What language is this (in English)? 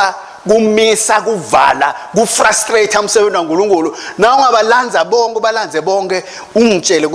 Swati